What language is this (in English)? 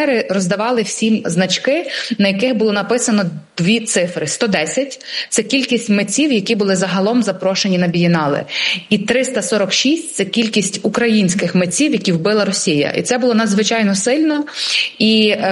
Ukrainian